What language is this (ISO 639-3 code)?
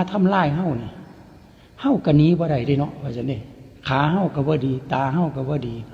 lao